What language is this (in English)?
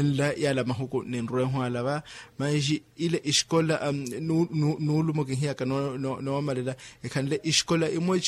Makhuwa